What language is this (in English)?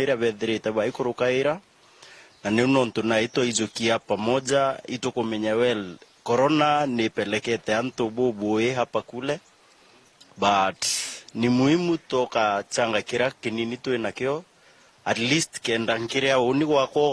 Meru